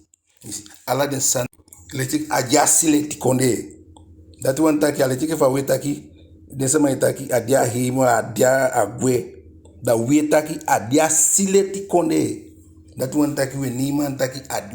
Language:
Eastern Maroon Creole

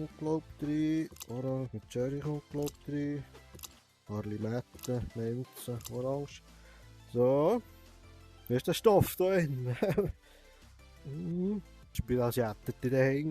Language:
Swiss German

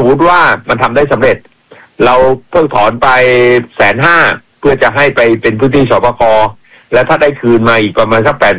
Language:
Thai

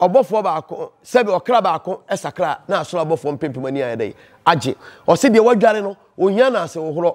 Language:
Akan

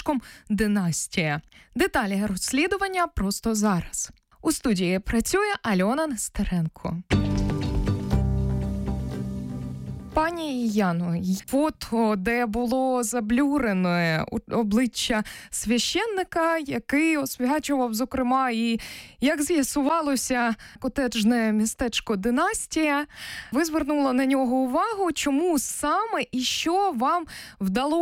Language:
Ukrainian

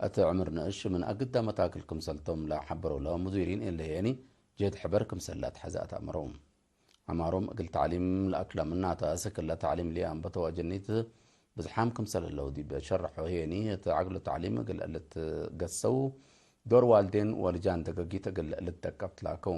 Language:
Tigre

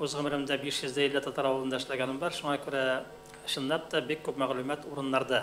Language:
Tatar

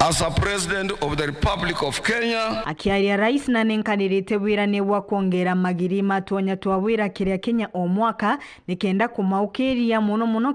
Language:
Meru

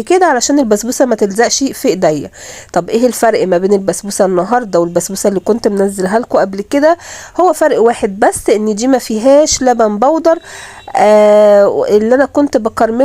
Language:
Egyptian Arabic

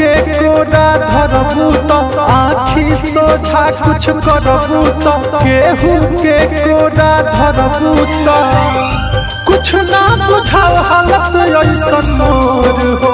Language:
Bhojpuri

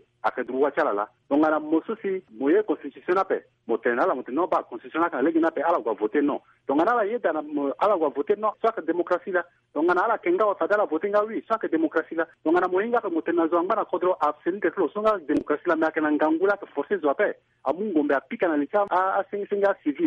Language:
Sango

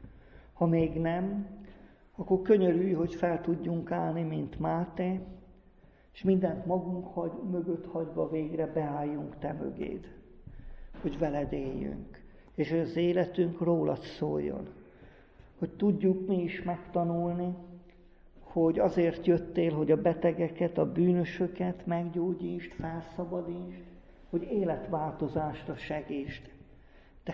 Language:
Hungarian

